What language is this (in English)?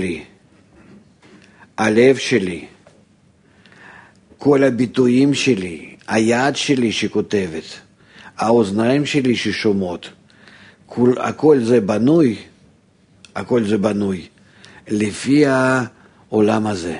Hebrew